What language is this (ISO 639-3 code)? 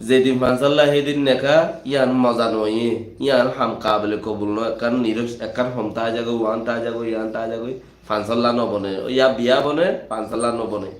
rhg